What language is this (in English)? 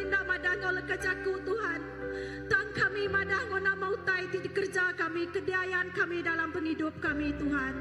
Iban